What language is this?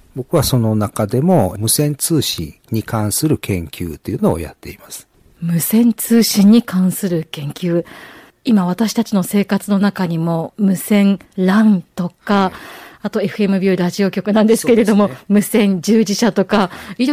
Japanese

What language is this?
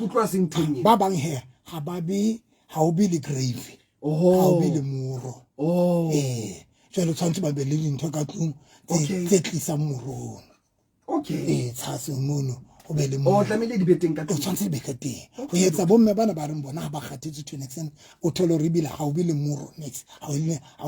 Southern Sotho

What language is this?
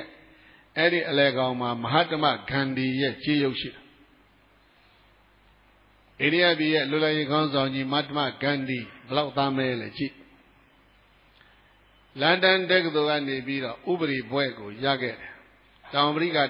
Burmese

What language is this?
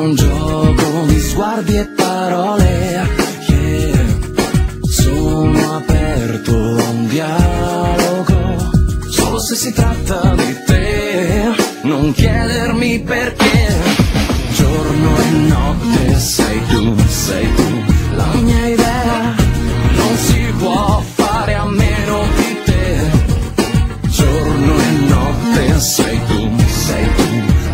Italian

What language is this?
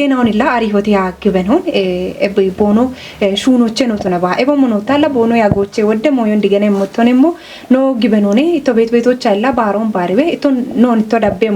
Kafa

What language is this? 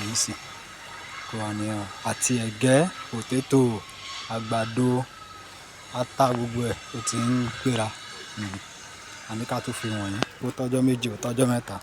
Yoruba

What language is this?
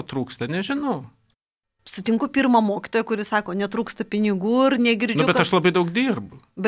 Lithuanian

